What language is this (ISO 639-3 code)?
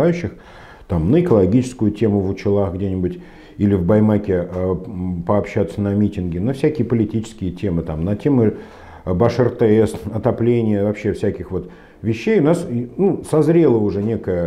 rus